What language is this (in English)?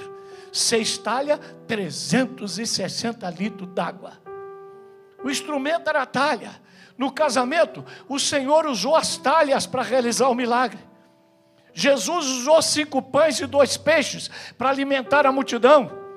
Portuguese